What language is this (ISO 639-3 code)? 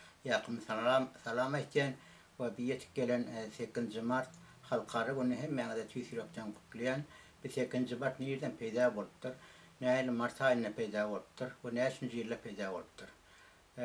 tuk